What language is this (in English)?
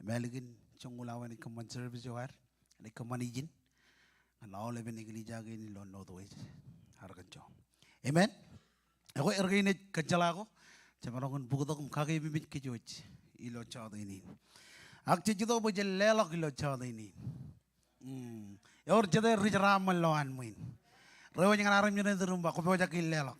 Marshallese